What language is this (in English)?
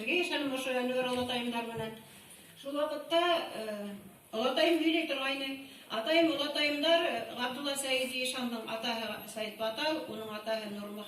Bashkir